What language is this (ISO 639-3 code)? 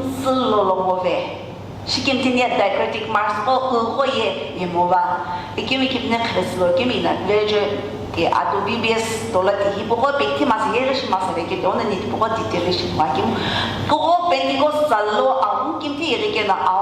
nsm